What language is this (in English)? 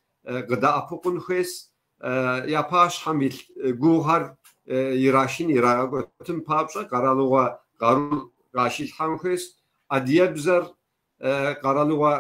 Kabardian